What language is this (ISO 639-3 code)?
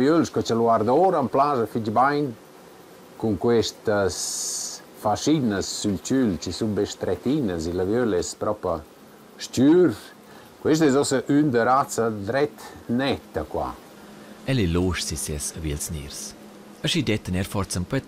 roh